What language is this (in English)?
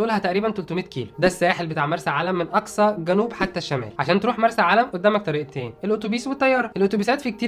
Egyptian Arabic